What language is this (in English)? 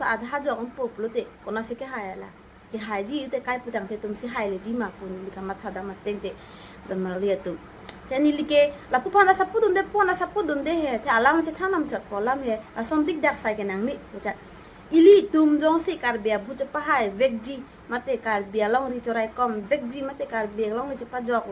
Karbi